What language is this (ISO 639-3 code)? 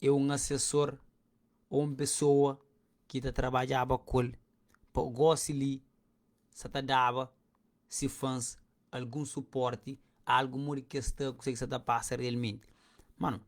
kea